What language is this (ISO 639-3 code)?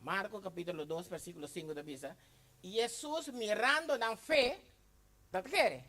pap